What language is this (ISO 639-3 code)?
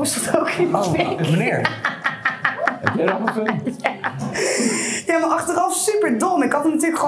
nld